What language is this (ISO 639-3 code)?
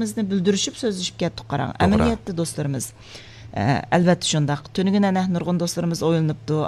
uig